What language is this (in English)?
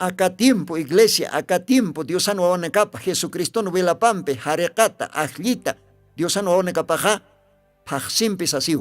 Aymara